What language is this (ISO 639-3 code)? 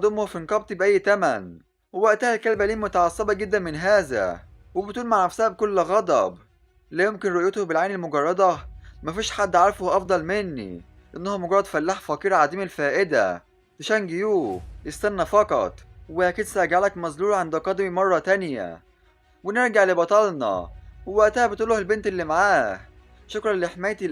arz